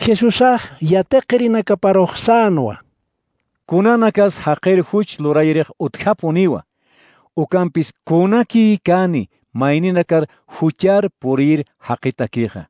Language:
Aymara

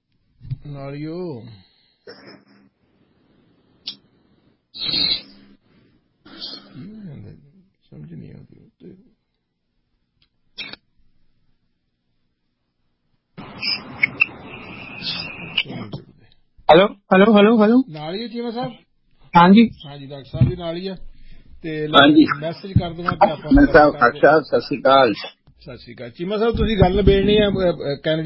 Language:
Punjabi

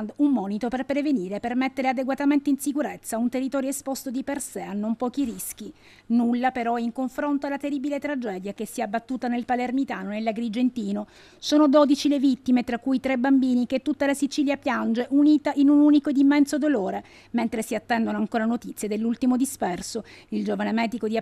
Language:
Italian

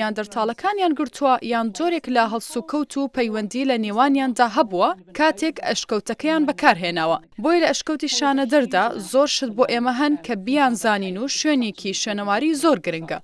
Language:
Central Kurdish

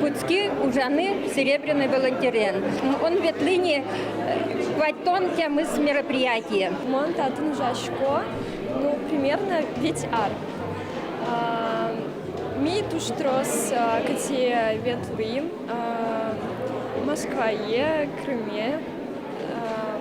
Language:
Udmurt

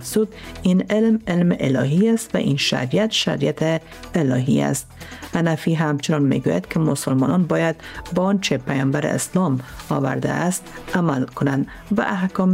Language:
Persian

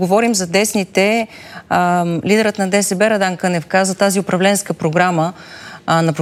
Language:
Bulgarian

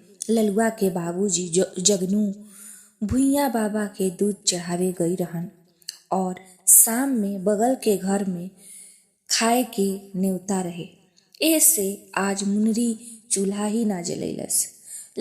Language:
Bhojpuri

